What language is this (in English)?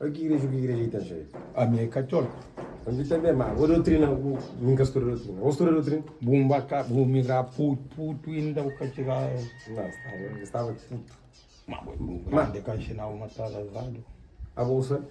Kabuverdianu